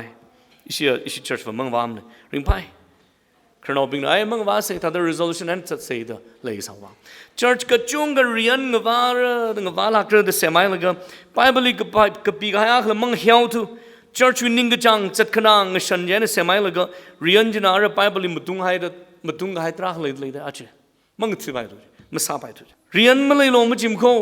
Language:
Tangkhul Naga (India)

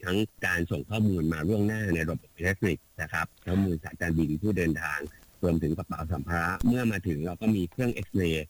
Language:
Thai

